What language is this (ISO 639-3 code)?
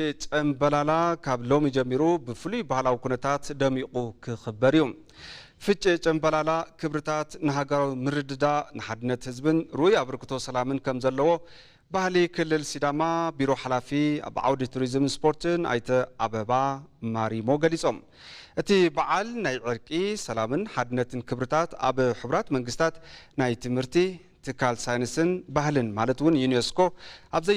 tir